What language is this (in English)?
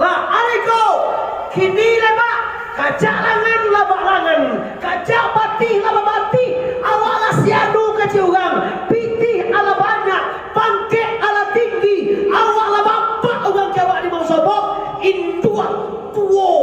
Minangkabau